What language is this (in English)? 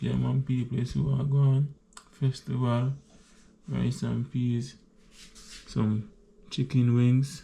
Jamaican Creole English